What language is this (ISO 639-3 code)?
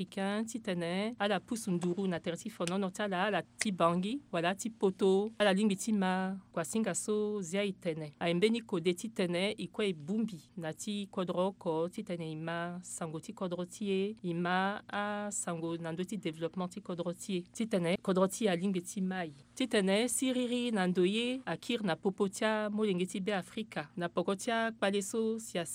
sag